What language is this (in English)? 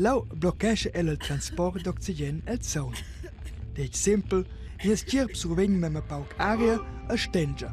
Romansh